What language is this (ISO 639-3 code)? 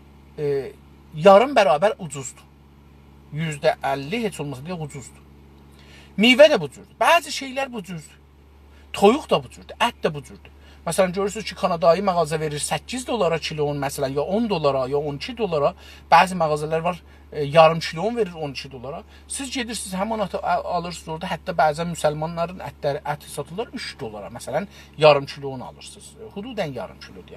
azb